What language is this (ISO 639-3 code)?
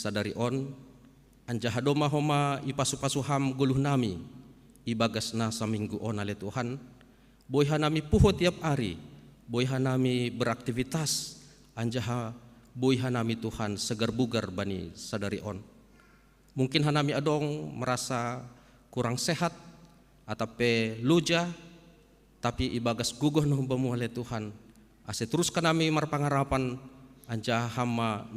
bts